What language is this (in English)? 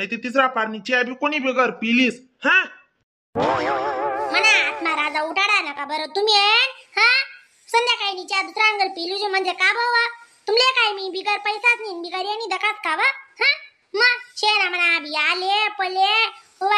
Khandesi